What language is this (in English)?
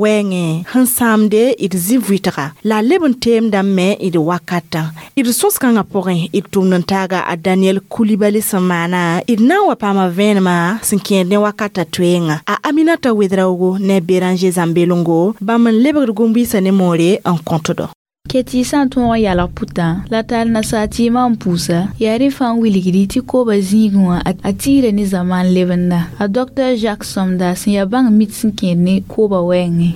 Mossi